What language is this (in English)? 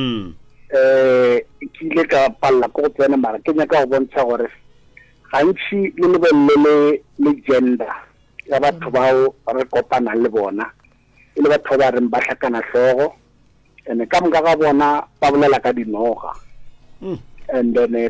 Northern Sotho